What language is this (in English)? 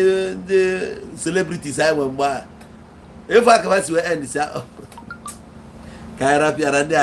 Igbo